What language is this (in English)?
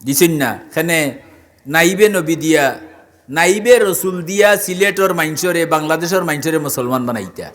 Sylheti